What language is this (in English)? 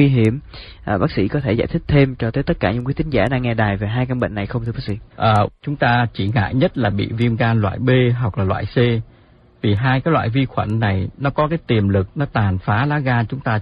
Vietnamese